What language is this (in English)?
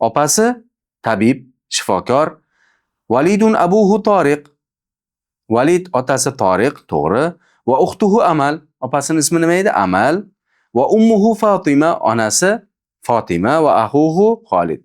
Uzbek